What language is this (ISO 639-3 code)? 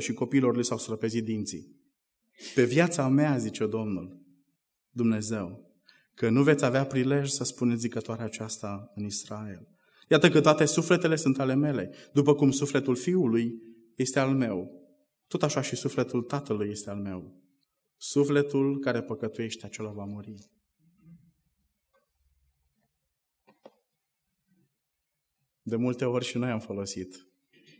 ron